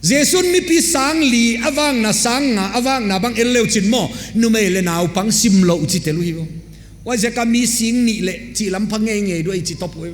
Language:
Paite Chin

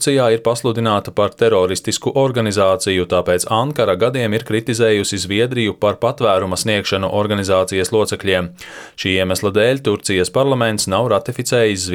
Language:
Latvian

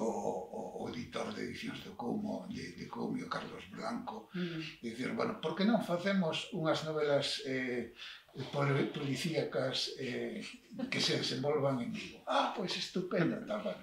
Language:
Galician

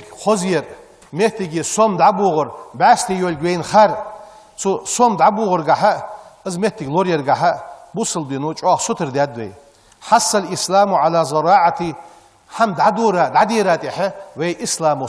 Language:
Ingush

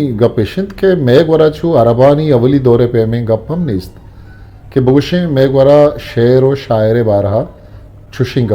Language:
Eastern Balochi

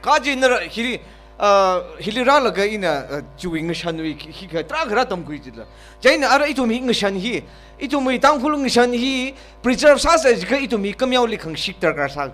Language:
Tangkhul Naga (India)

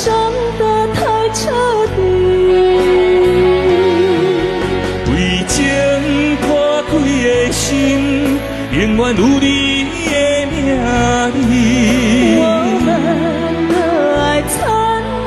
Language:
Min Nan Chinese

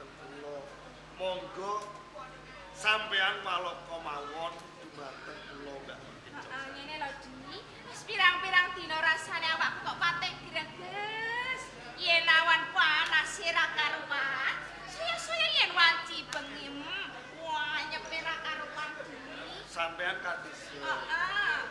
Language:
Javanese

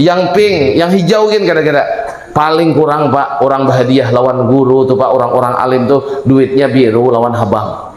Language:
Banjar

